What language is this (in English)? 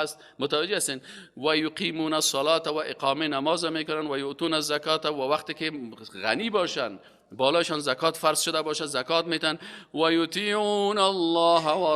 Persian